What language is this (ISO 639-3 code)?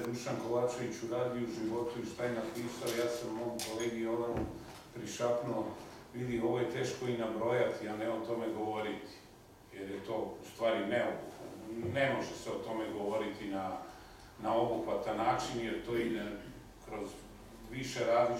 srp